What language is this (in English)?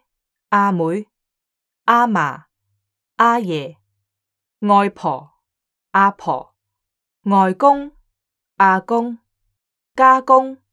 Cantonese